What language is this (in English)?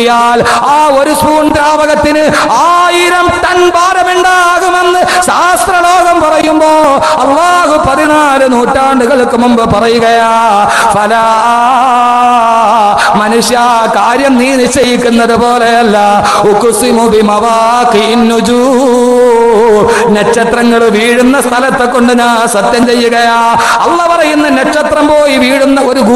Malayalam